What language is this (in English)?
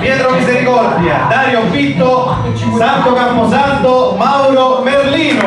Sicilian